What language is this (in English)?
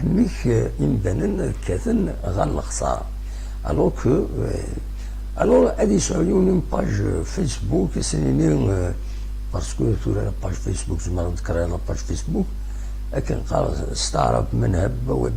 Kabyle